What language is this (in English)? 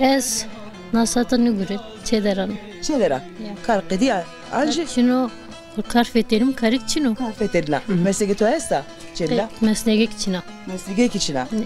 Zaza